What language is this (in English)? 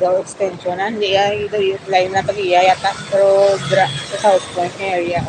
Hiligaynon